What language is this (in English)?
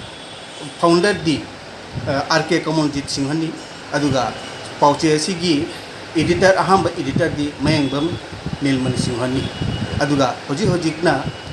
Manipuri